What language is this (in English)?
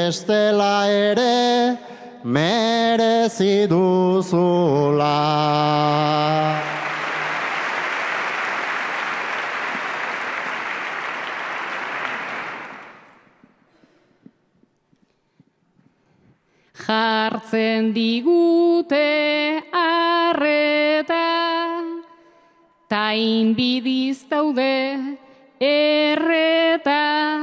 Basque